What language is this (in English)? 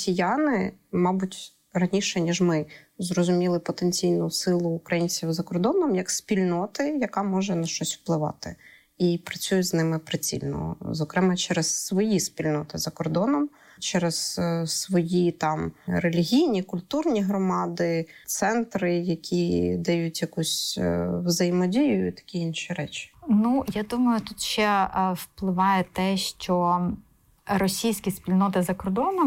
Ukrainian